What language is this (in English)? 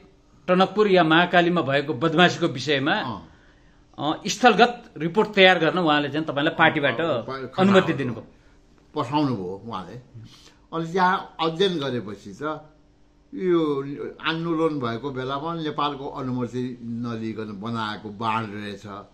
Nepali